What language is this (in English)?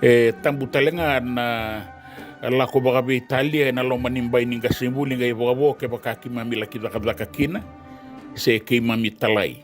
Fijian